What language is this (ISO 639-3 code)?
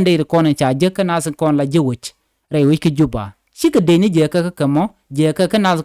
nus